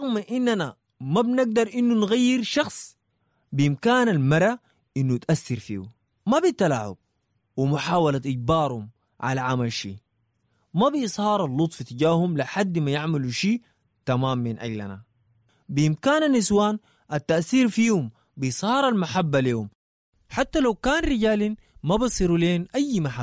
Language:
Sudanese Arabic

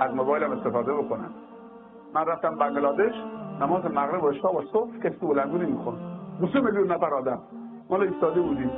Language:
Persian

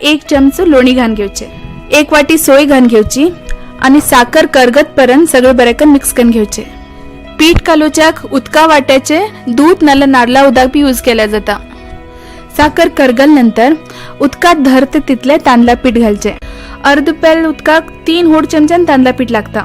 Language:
Konkani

